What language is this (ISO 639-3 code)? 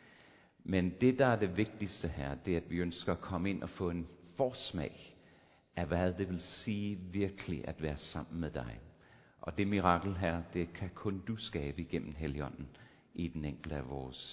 dan